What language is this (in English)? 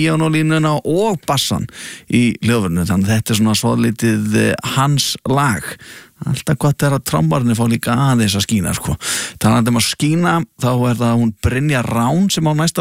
Icelandic